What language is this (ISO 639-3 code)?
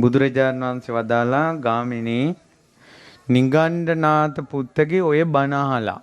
sin